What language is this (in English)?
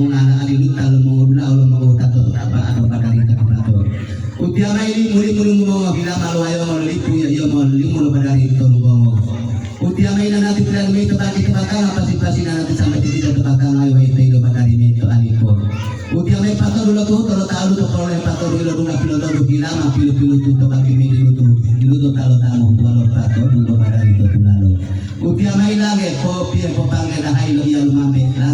Gorontalo